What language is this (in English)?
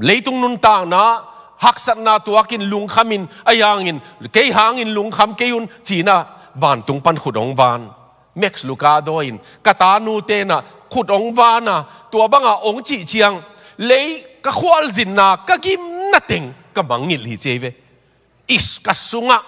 Tedim Chin